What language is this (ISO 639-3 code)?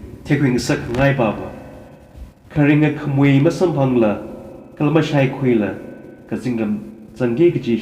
nmf